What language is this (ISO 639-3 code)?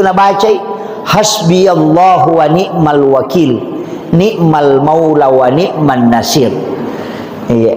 bug